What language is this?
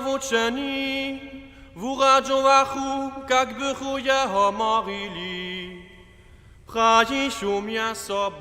Upper Sorbian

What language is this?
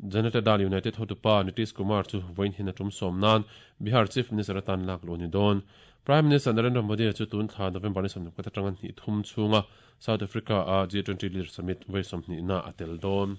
Mizo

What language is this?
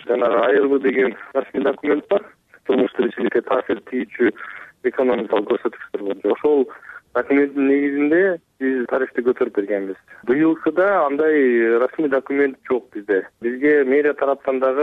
Kyrgyz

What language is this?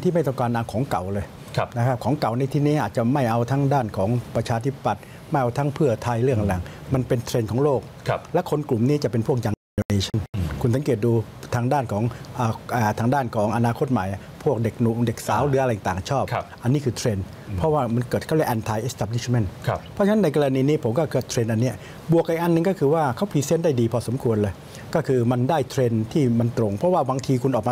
Thai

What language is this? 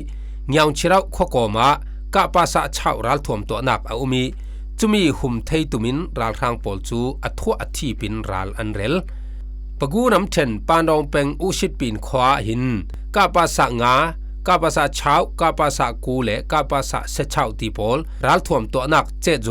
Falam Chin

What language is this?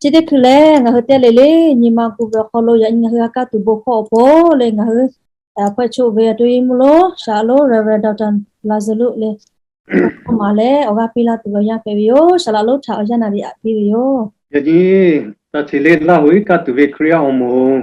Lahu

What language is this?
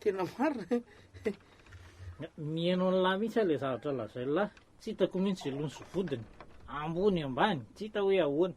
Malagasy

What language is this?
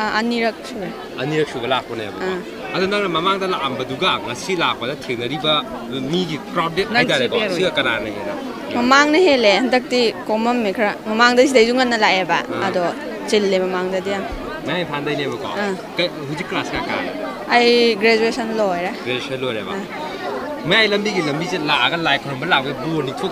Manipuri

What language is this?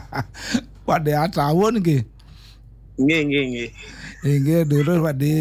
Balinese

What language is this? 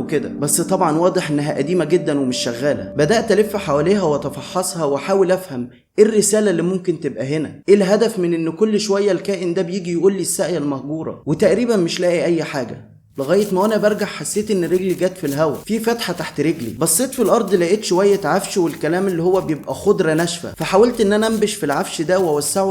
Egyptian Arabic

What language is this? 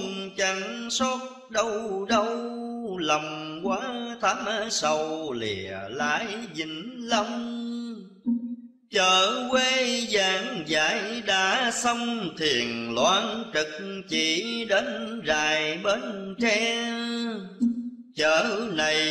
Vietnamese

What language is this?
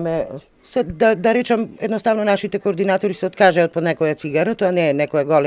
Macedonian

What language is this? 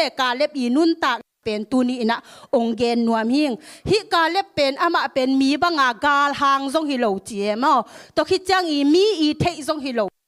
Tedim Chin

